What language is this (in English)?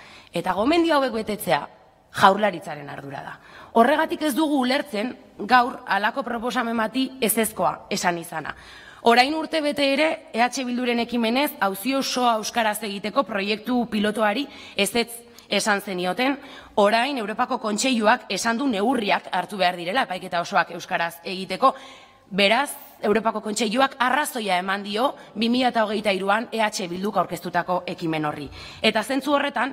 Basque